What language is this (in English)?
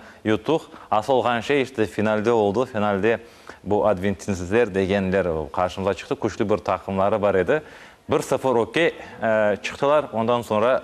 Crimean Tatar